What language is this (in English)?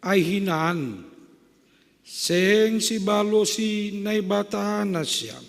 Batak Simalungun